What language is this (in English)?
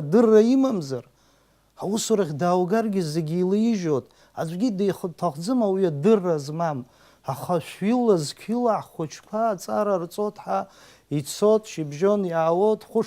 Abkhazian